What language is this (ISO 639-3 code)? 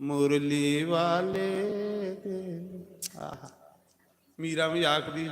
doi